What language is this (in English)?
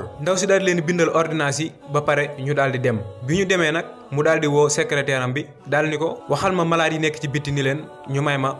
Wolof